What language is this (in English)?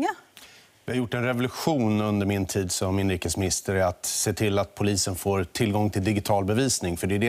Swedish